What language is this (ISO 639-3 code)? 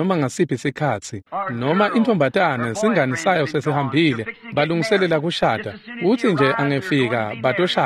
ssw